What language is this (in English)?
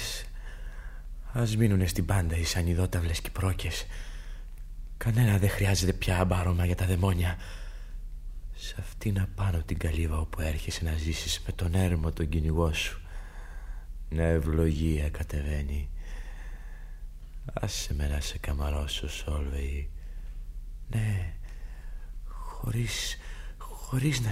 Greek